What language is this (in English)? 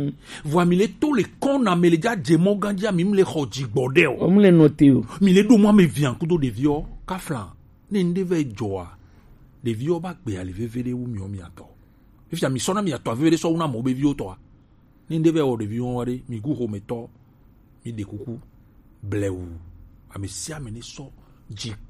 Gen